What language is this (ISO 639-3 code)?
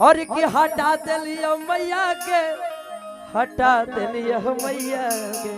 mag